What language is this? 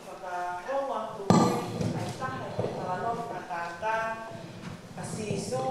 Tongan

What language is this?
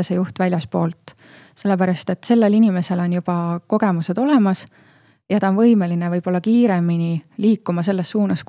Estonian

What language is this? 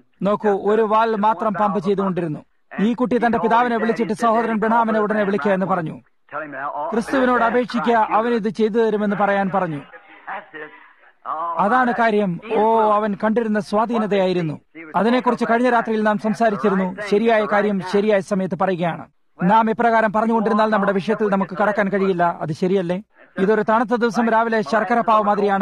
Malayalam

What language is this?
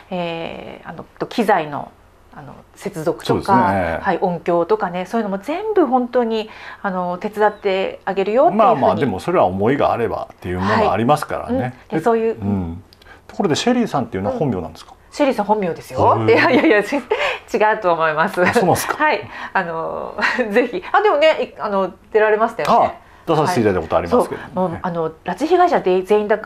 Japanese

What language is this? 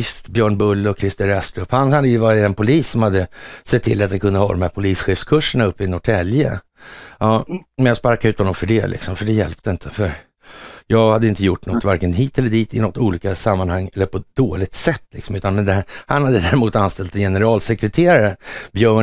Swedish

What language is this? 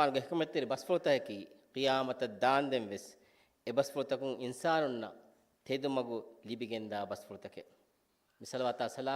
Divehi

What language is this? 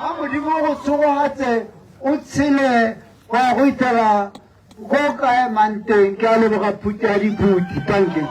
Tswana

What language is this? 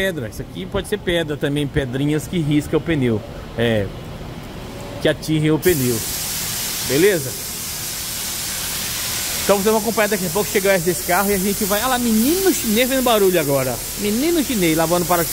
Portuguese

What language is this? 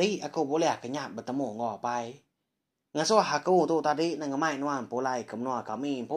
Iban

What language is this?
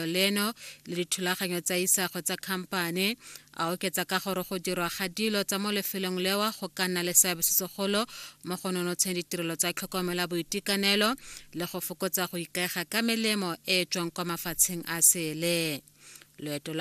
Tswana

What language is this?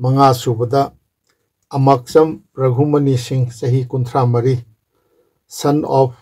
Manipuri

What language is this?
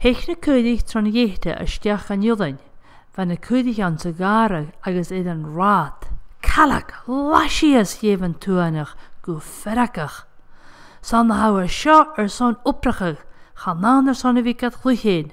Scottish Gaelic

